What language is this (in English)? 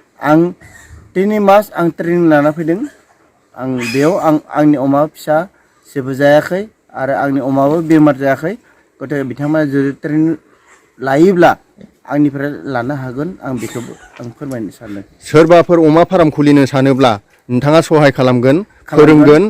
Bodo